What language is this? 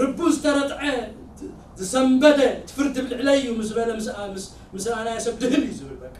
Tigrinya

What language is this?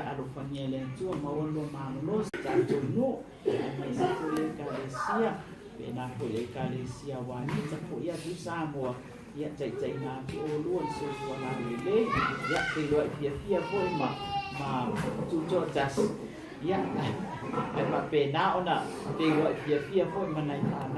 Samoan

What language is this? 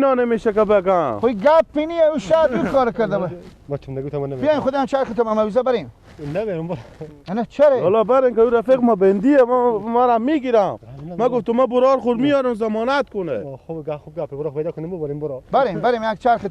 Persian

